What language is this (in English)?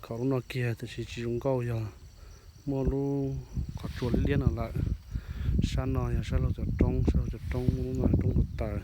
Hmong